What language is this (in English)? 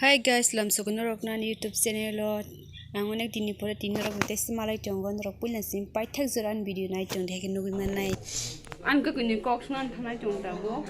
Kok Borok